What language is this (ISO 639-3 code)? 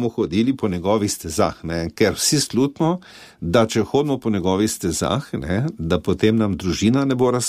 slv